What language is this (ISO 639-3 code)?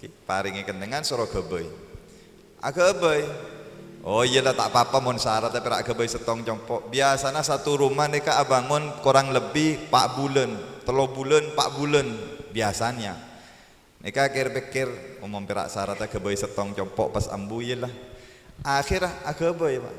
mad